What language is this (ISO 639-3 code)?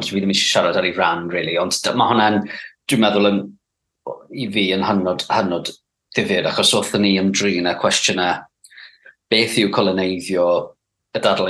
cym